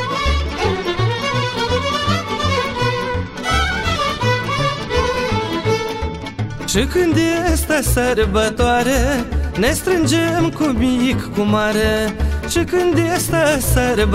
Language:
Romanian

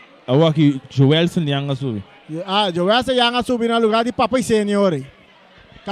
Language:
Papiamento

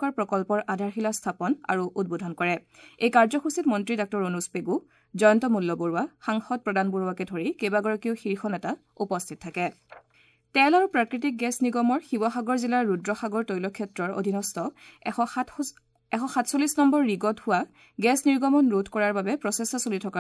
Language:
Assamese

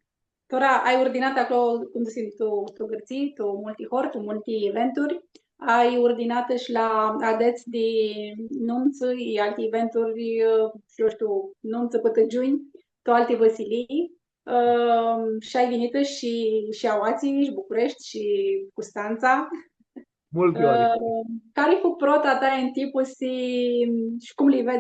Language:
Aromanian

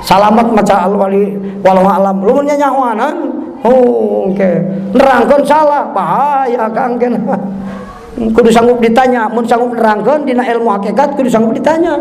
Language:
Sundanese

